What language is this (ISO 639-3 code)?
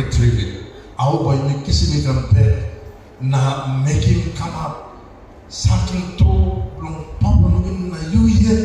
tpi